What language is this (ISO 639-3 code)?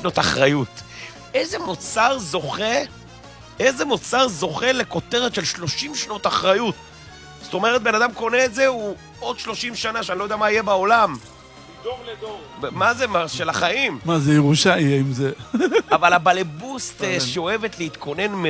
heb